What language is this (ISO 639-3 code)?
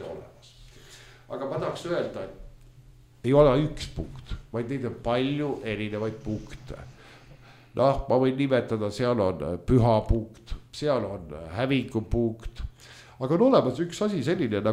est